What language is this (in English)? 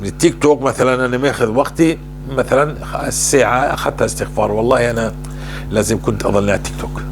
North Levantine Arabic